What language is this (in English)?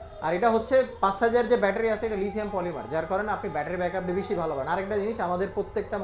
Bangla